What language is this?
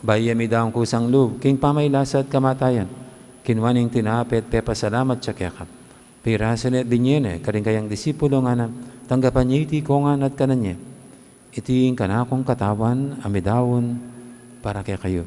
Pampanga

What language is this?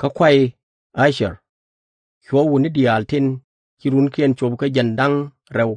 Nuer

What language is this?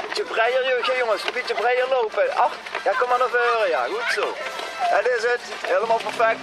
Limburgish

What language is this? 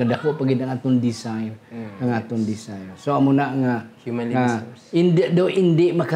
Hiligaynon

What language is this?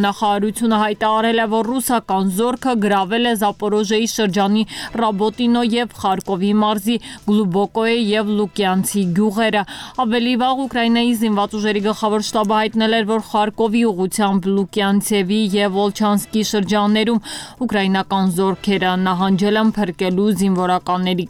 Armenian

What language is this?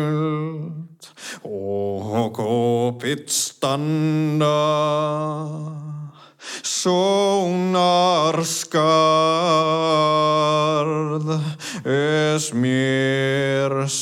Icelandic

